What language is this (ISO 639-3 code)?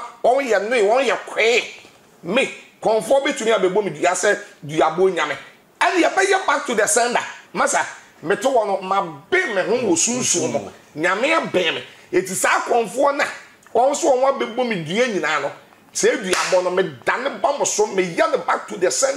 aka